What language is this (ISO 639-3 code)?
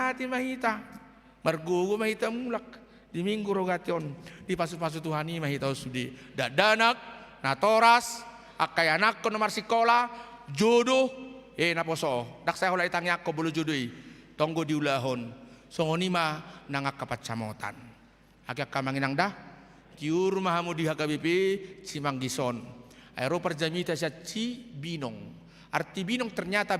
bbc